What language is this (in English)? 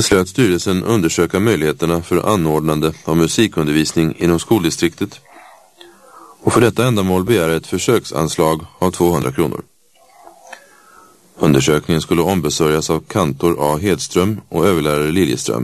Swedish